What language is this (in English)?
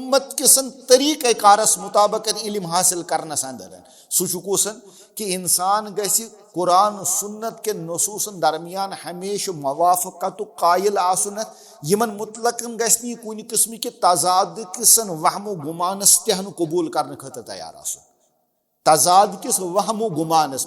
Kashmiri